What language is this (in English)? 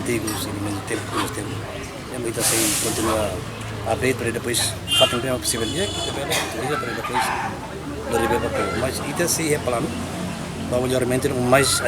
Tetum